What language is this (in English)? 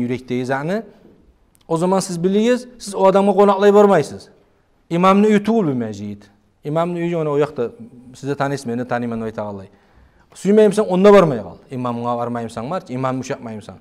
Kumyk